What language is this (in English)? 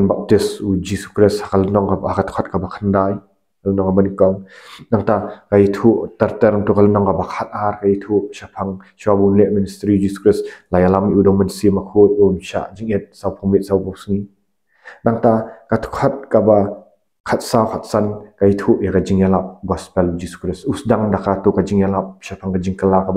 Khasi